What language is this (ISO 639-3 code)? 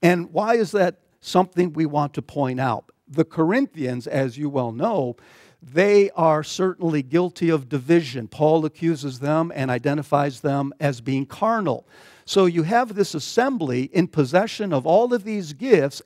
eng